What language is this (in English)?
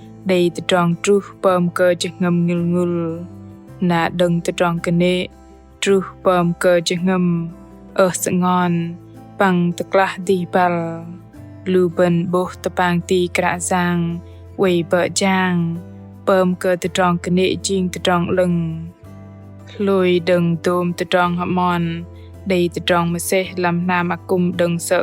Bahnar